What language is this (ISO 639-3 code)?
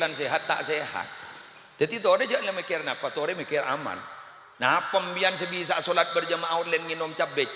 mad